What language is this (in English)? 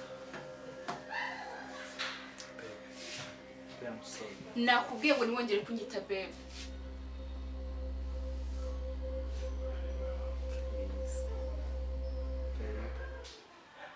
Kinyarwanda